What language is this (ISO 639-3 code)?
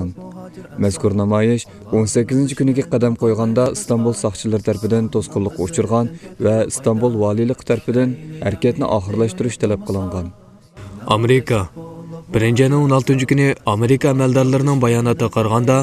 uig